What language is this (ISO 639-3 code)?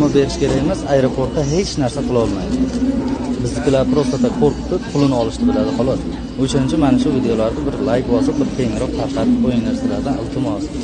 uzb